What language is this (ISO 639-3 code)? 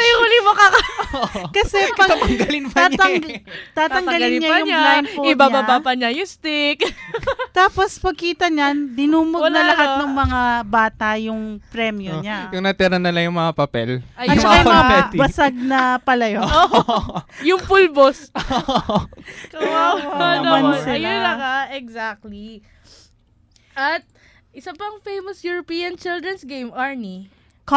fil